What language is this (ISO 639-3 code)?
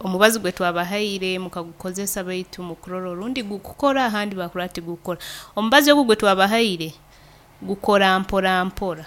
nyo